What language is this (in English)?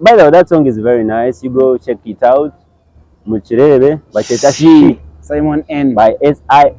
Nyankole